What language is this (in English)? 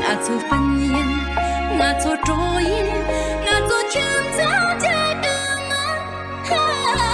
Tibetan